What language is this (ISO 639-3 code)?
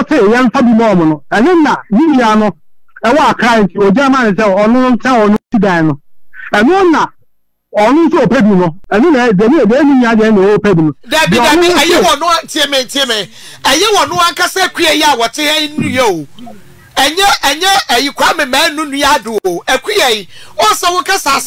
aka